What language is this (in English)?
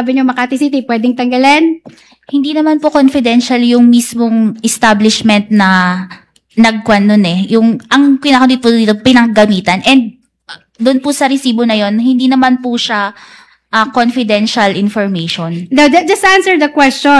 Filipino